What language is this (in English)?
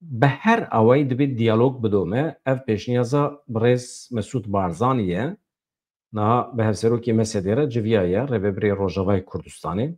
Kurdish